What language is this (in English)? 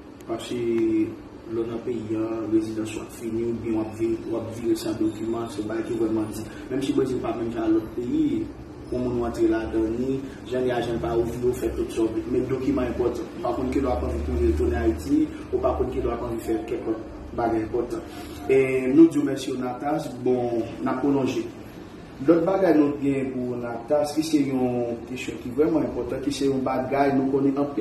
Haitian Creole